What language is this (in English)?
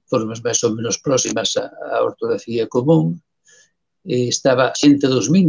Galician